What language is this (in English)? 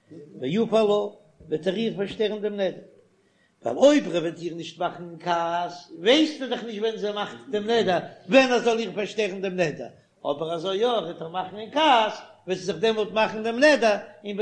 Yiddish